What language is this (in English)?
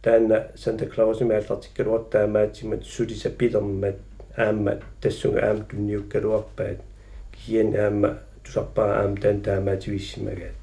Kalaallisut